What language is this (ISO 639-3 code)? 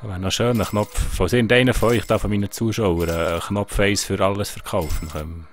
gsw